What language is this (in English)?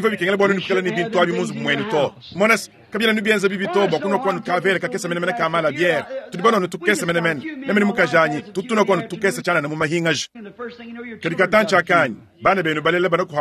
Luba-Lulua